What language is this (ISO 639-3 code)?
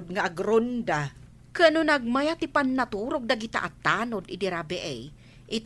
ilo